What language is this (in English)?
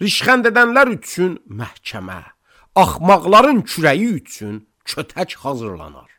Azerbaijani